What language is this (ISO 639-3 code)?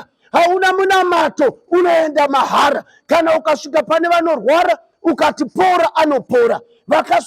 sna